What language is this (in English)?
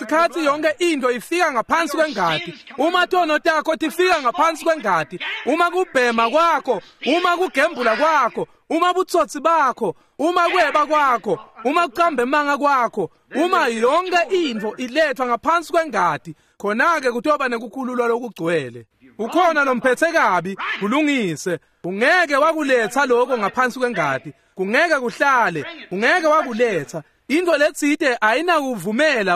Swati